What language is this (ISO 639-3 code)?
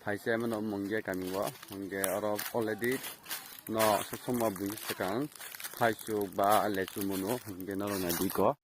trp